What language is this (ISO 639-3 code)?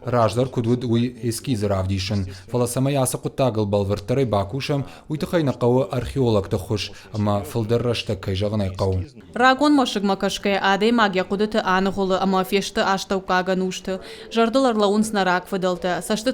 oss